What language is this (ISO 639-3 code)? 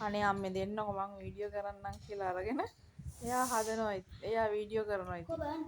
sin